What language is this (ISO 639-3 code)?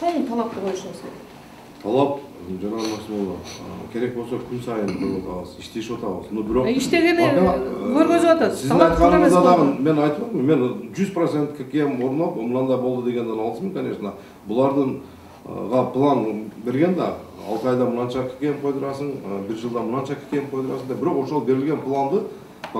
kir